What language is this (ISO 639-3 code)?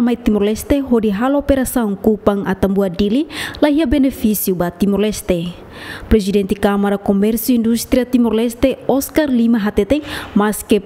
tet